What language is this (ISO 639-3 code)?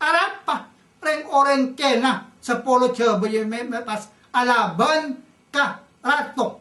mad